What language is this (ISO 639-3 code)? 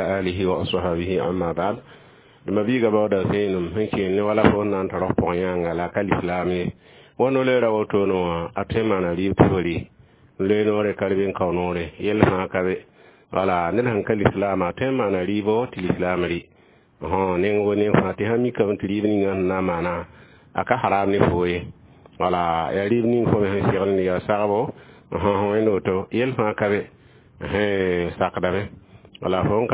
mos